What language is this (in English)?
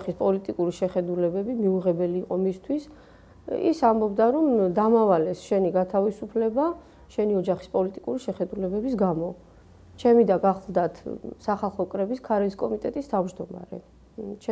Georgian